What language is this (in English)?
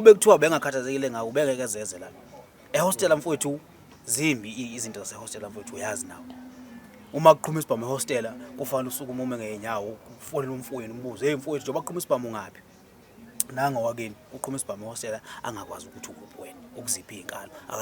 Zulu